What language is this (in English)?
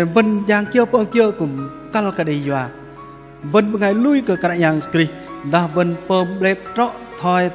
Bahnar